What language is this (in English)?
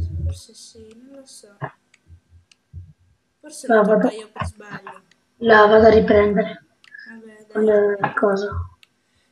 Italian